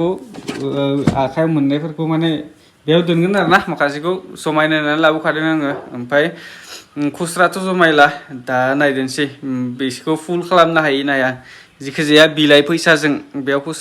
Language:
Bodo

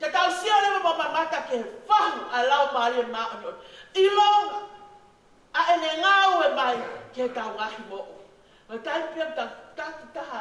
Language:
Tongan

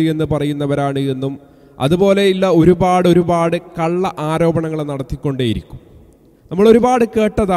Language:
Malayalam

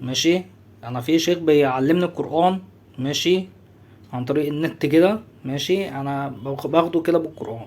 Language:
Egyptian Arabic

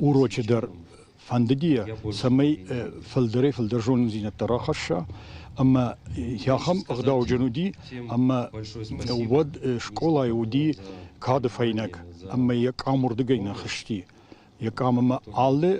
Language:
Ossetic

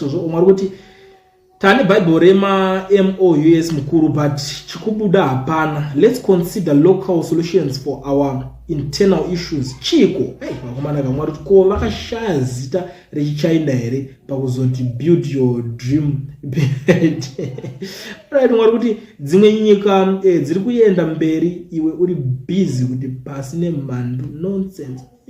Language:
Shona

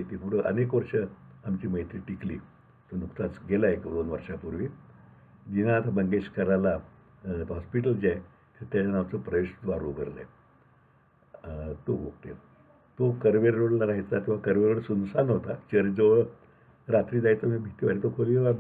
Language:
Marathi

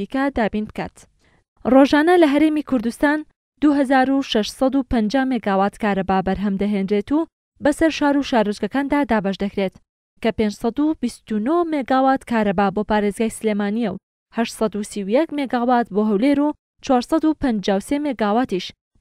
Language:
Central Kurdish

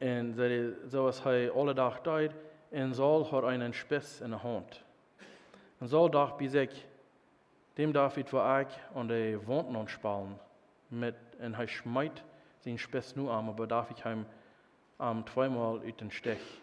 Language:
Plautdietsch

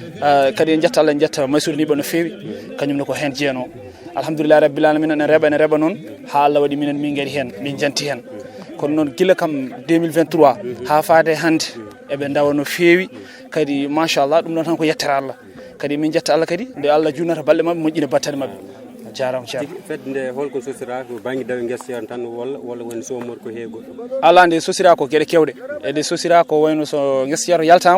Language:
Fula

